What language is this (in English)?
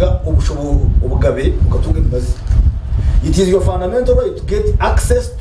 Nyankole